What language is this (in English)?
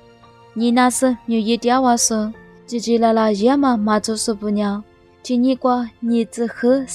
Lisu